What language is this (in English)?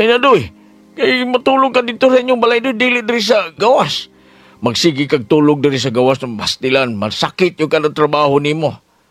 Cebuano